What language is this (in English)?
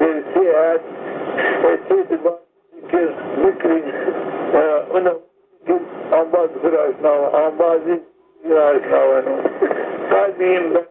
Zaza